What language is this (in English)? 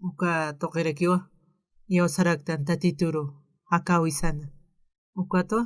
Aymara